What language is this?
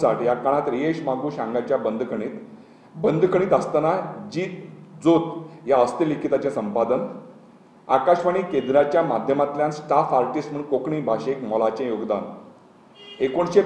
Konkani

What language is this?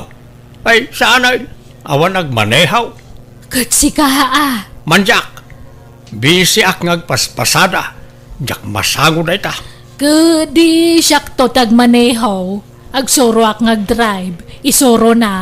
Iloko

